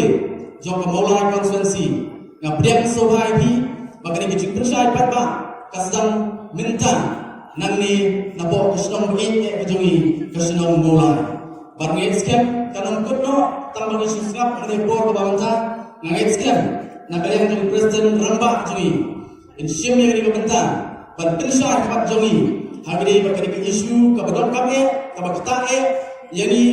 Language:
Khasi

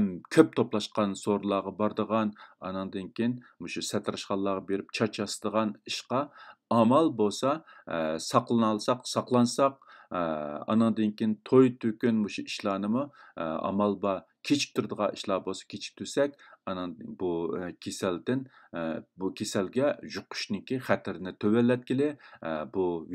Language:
Uyghur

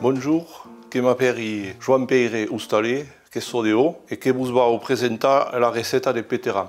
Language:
Occitan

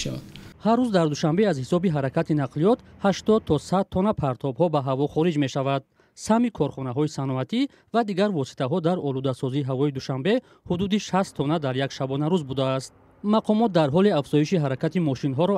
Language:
Tajik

